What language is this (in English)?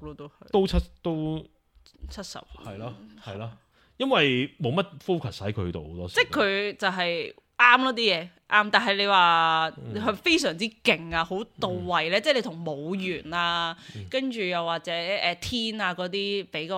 Cantonese